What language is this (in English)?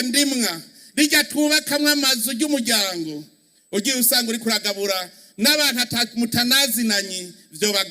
Rundi